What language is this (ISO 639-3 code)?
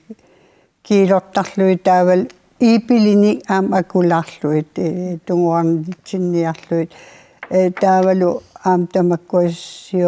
kal